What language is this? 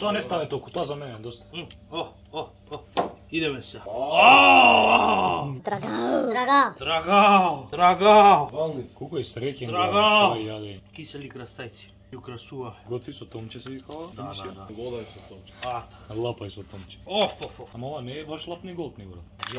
Macedonian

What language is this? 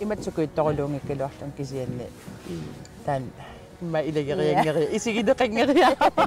Kalaallisut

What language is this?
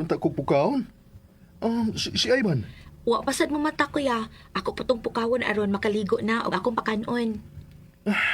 Cebuano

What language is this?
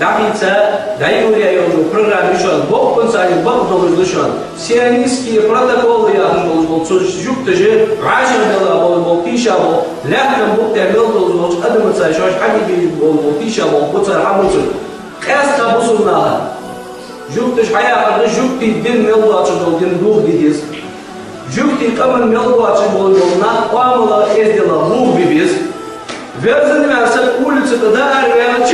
Ingush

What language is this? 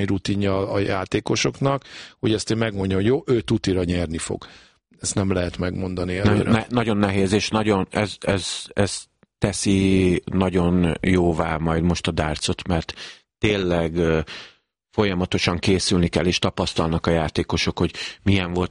Hungarian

